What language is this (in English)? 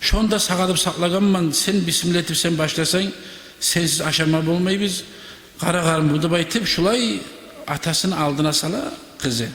Kumyk